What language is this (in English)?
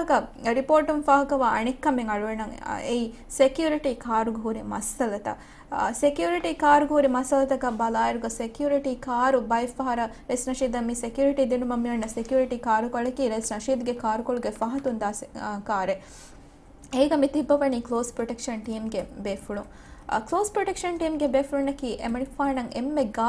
Divehi